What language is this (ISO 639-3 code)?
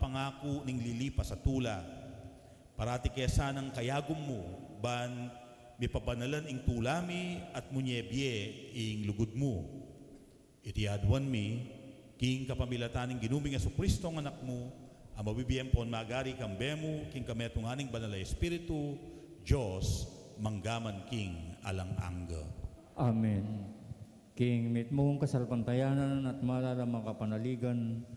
pam